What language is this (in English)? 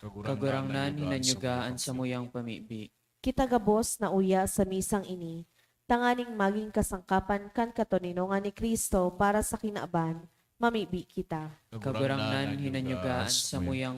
Bikol